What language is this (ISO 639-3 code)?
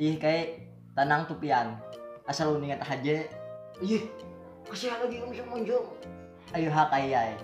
bjn